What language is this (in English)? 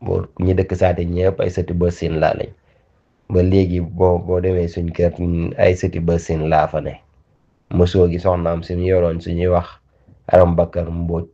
Wolof